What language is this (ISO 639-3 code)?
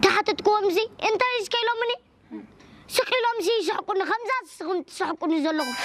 tir